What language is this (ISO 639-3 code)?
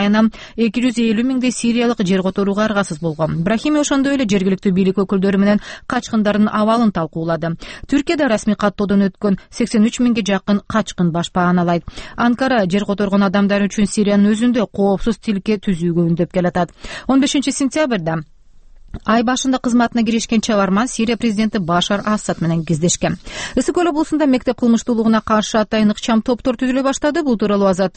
kir